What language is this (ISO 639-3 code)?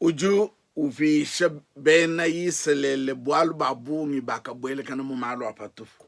lua